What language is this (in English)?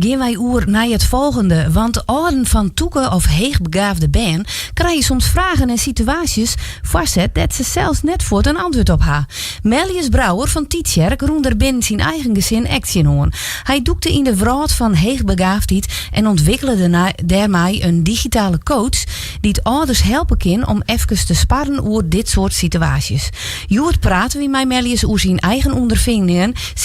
Western Frisian